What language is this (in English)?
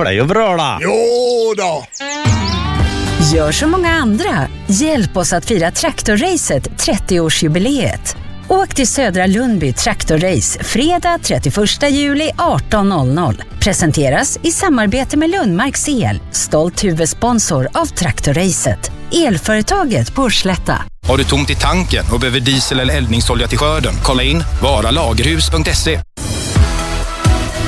Swedish